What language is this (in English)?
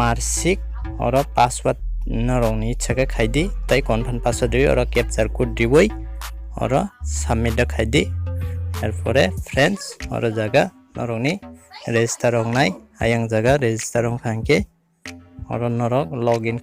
Kok Borok